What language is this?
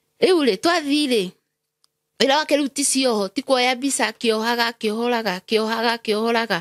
Kikuyu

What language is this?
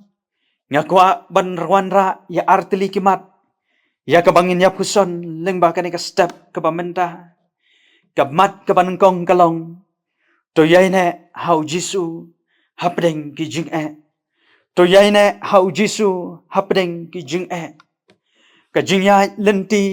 Khasi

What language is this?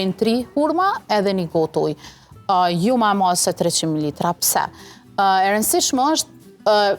Albanian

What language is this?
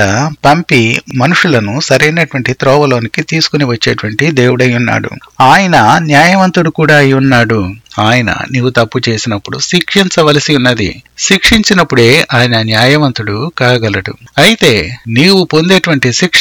Telugu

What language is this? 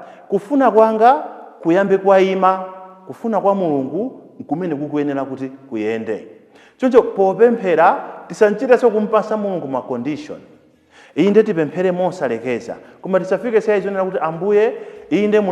Nyanja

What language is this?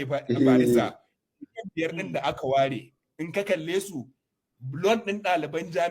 Hausa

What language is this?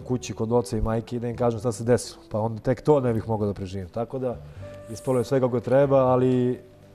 Serbian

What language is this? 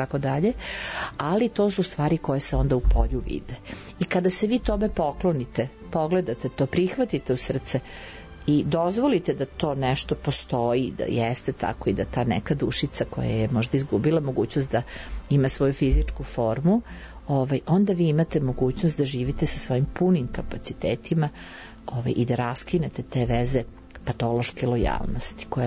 Serbian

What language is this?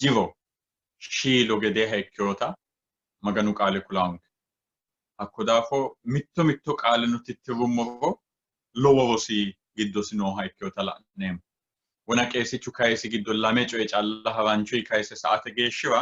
Sidamo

